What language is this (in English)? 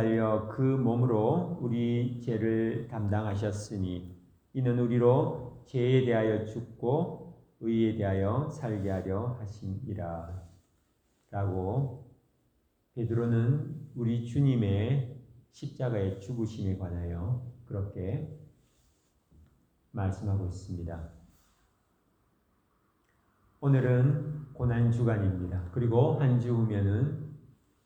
Korean